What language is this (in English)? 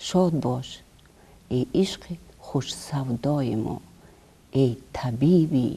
Tajik